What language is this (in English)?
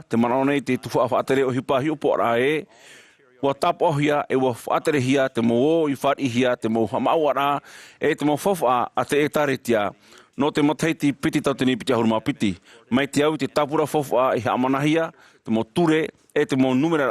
Tahitian